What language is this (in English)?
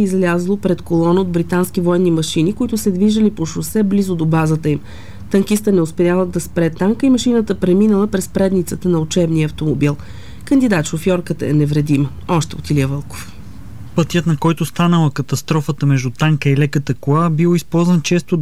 Bulgarian